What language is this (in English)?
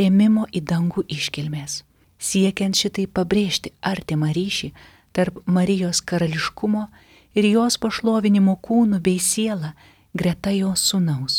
Lithuanian